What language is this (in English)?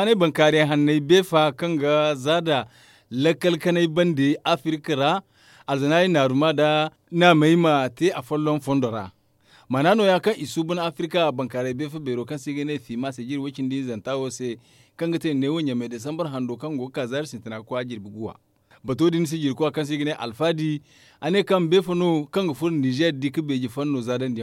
Zarma